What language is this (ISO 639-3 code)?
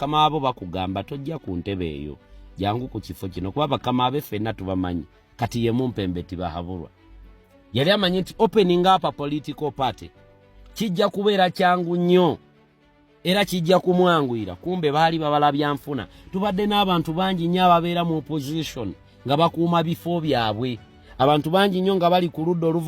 lug